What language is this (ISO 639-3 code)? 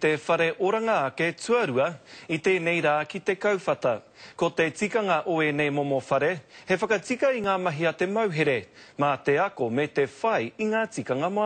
mri